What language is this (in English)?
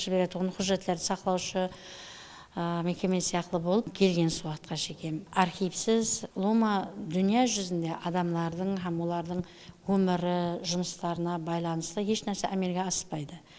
Kara-Kalpak